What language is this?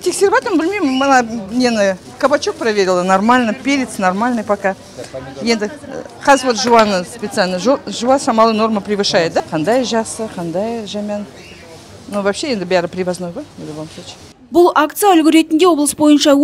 Kazakh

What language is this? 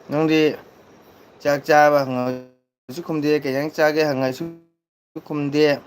Manipuri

